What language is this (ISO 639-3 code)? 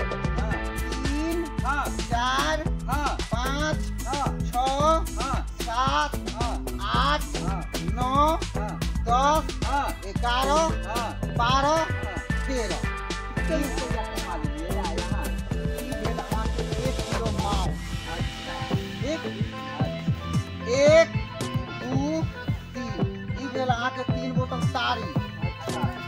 mai